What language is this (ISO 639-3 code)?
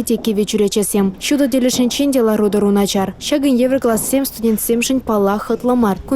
chv